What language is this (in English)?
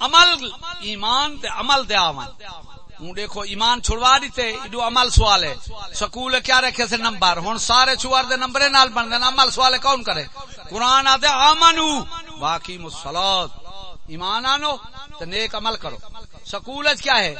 Saraiki